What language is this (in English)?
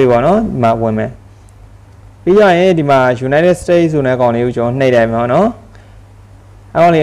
Burmese